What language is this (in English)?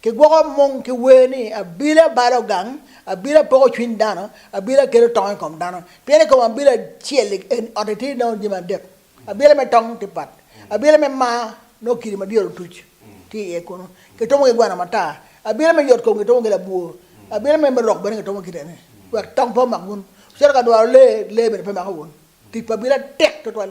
Acoli